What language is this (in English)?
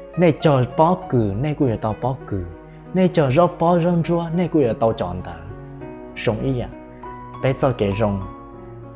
Hmong